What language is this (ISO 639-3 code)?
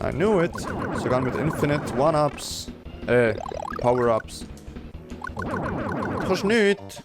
gsw